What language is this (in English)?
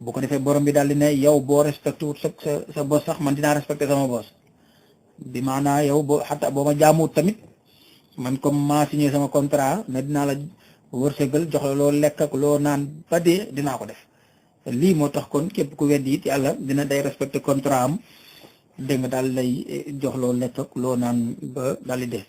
Wolof